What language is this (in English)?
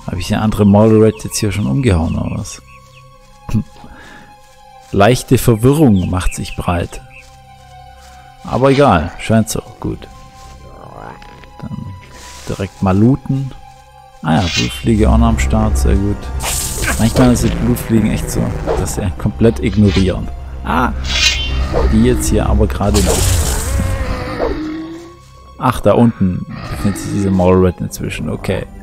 German